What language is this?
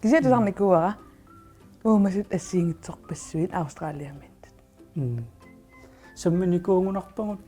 Kalaallisut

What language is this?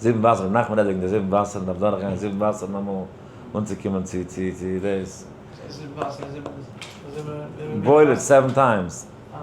Yiddish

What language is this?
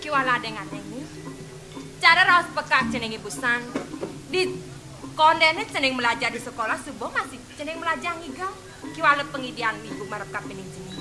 Balinese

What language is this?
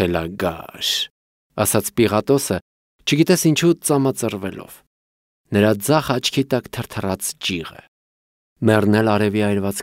Armenian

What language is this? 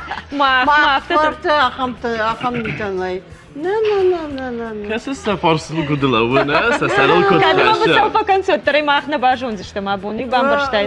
Ossetic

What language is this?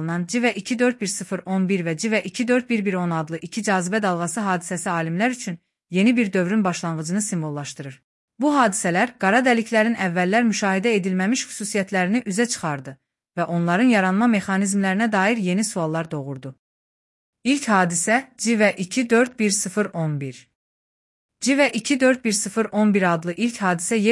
Azerbaijani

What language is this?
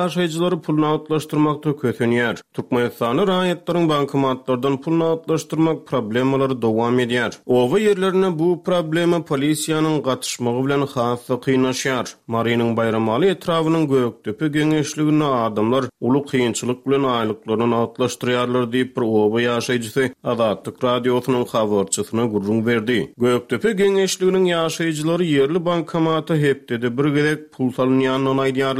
Turkmen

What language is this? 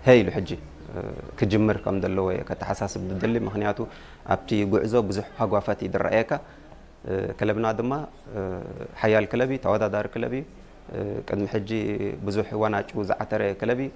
Tigrinya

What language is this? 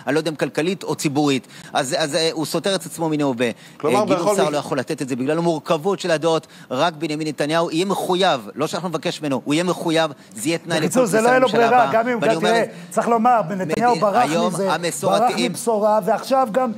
Hebrew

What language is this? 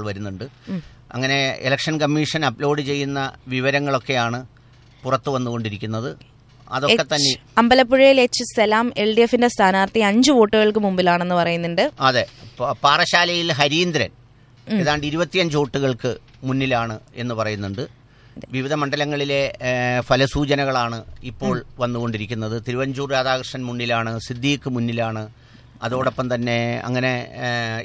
Malayalam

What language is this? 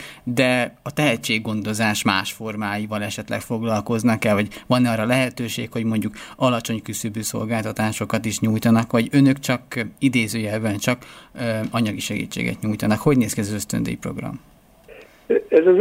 Hungarian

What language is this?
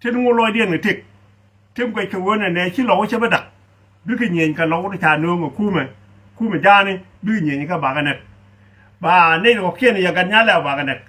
Nuer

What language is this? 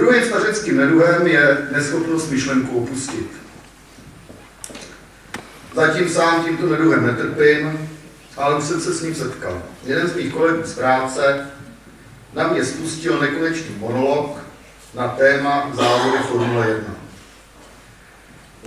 Czech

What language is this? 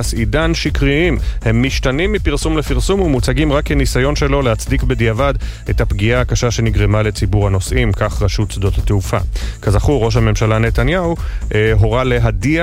Hebrew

